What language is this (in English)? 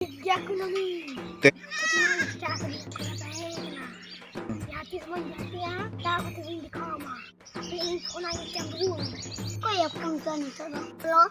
Santali